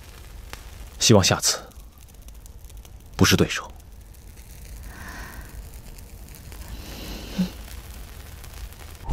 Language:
Chinese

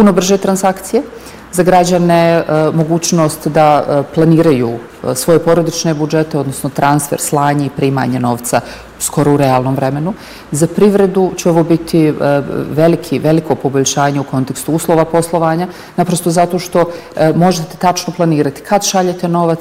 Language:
Bosnian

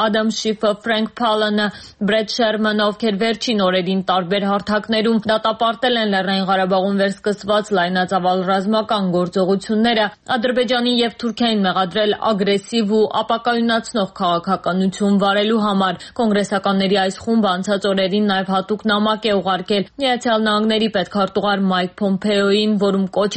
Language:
Armenian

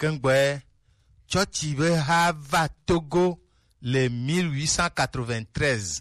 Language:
Gen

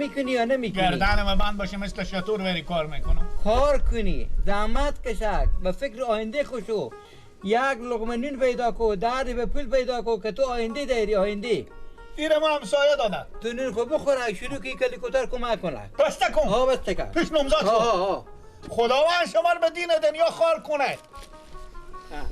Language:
Persian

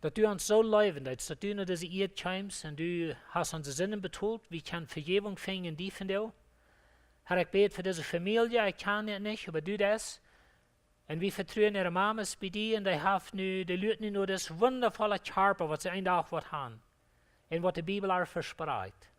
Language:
Plautdietsch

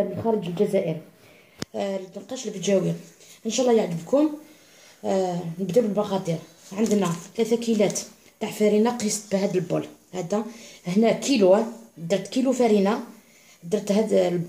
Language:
Algerian Arabic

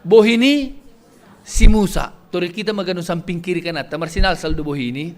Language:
Batak Simalungun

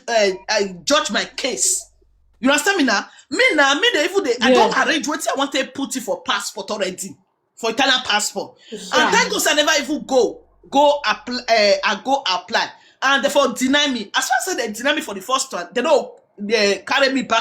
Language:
Nigerian Pidgin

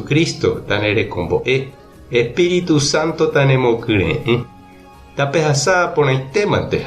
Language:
Guarani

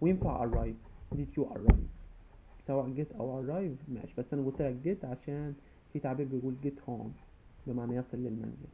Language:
Egyptian Arabic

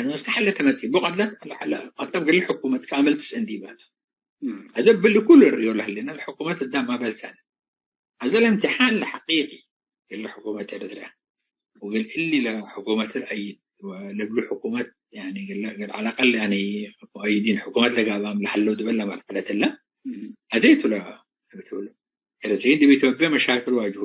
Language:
Tigre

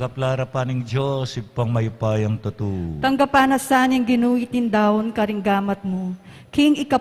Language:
Pampanga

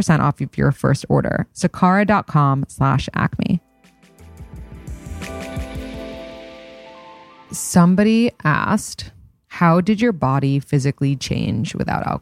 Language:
English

